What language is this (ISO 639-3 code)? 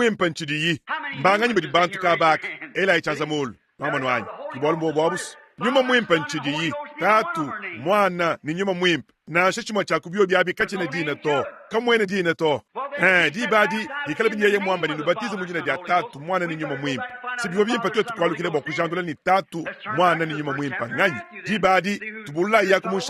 lua